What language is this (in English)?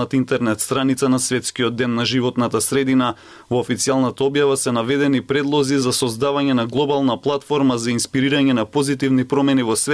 Macedonian